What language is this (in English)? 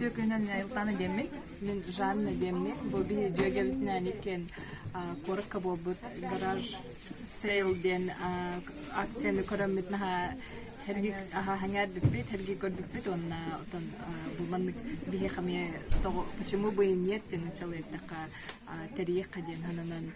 Yakut